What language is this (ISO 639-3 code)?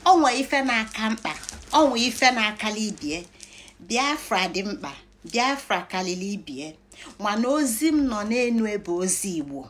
ibo